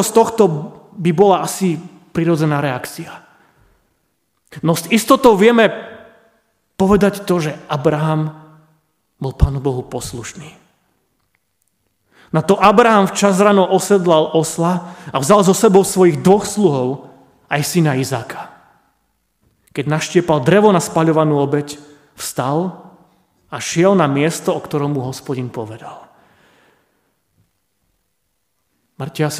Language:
Slovak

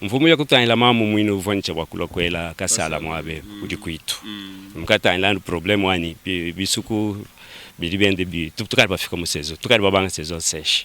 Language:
Luba-Lulua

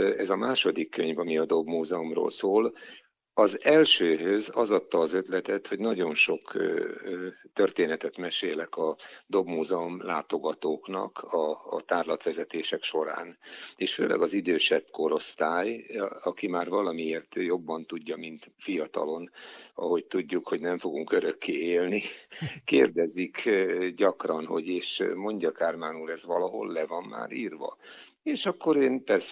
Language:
Hungarian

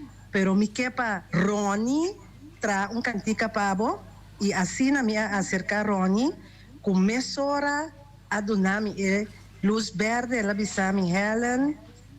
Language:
Papiamento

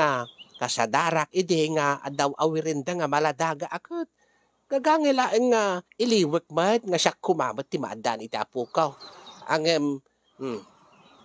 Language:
Iloko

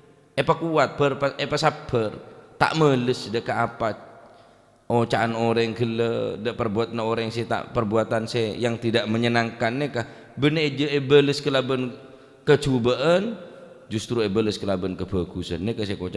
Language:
Madurese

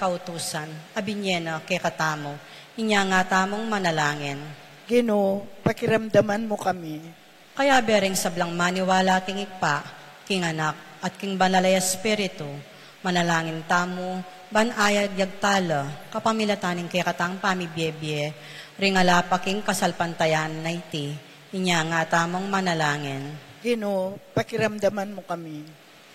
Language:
Pampanga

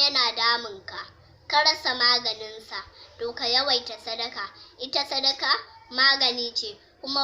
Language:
Hausa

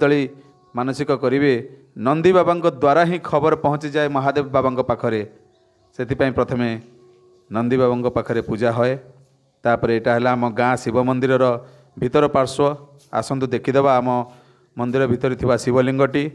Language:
Odia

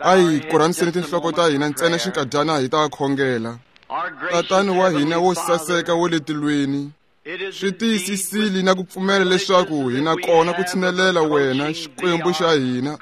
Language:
Tsonga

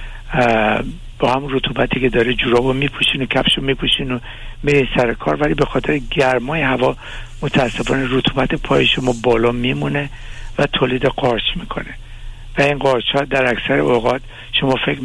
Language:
Persian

